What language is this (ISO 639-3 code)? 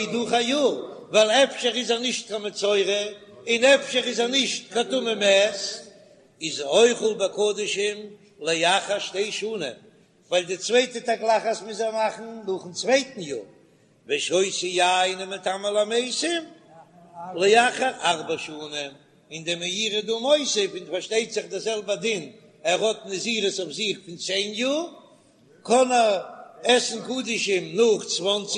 yid